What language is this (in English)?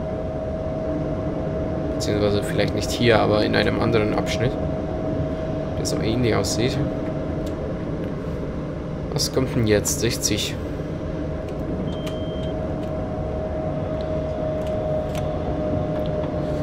German